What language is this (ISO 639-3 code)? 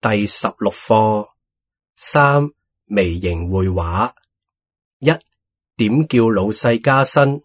yue